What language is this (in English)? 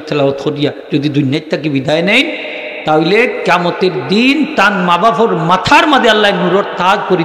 Sylheti